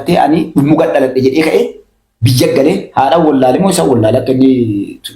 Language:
Oromo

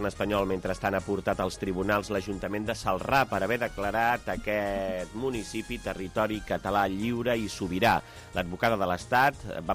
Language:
Catalan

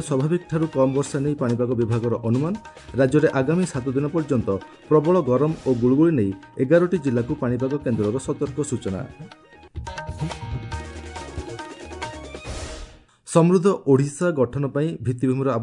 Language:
Odia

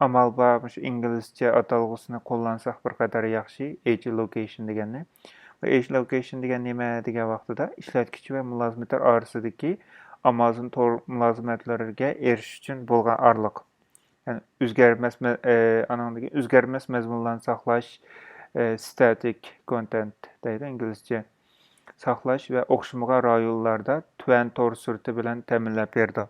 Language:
Uyghur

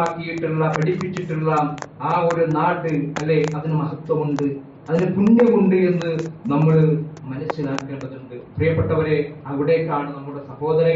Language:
Malayalam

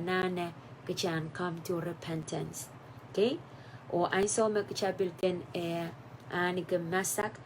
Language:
Pohnpeian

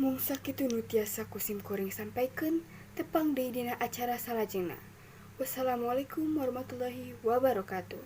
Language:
Sundanese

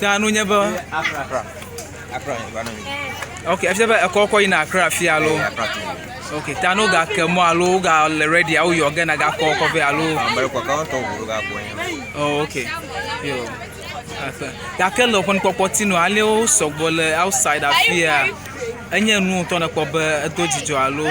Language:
Ewe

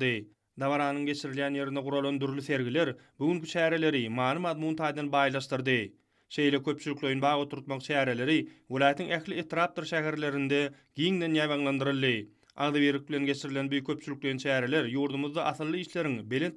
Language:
Turkmen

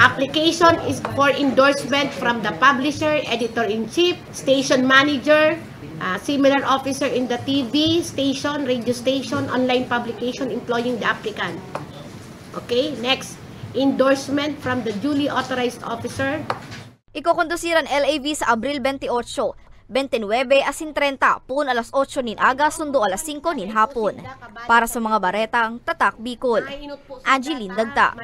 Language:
Bikol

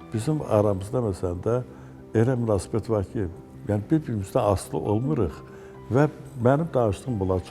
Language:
Azerbaijani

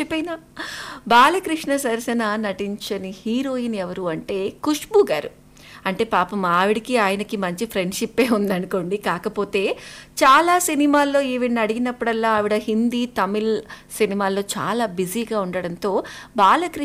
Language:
Telugu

